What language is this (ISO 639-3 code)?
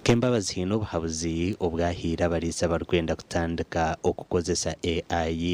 nyn